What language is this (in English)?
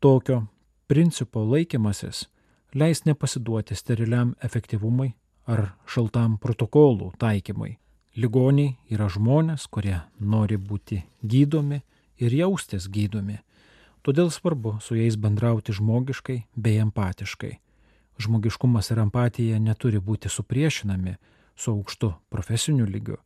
Lithuanian